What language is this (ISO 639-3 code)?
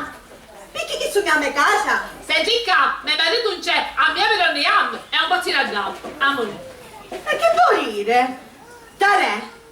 scn